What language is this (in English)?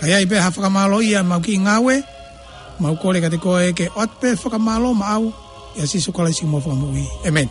Tongan